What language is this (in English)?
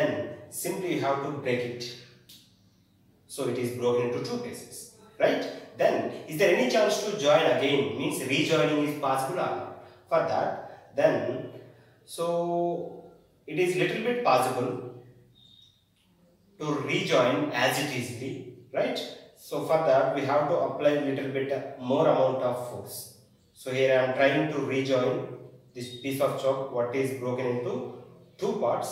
English